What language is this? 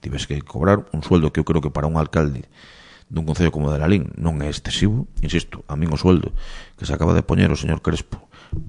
Galician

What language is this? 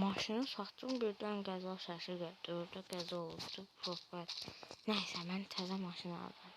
Azerbaijani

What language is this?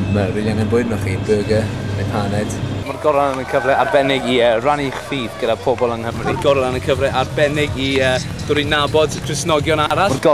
Welsh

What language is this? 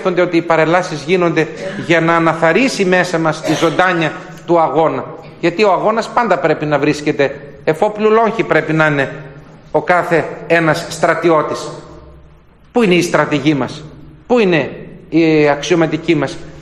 Greek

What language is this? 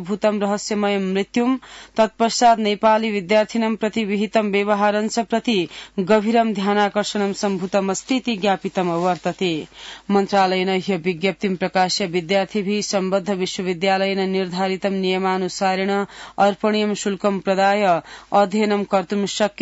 Sanskrit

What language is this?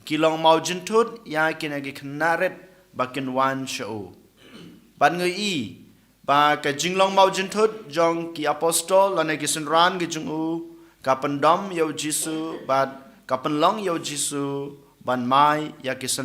Khasi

